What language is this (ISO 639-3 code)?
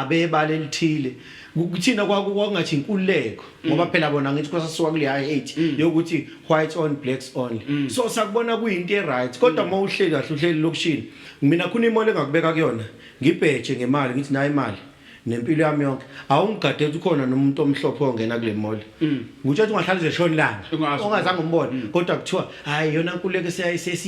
zul